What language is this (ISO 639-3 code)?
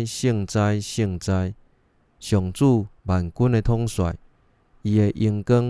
nan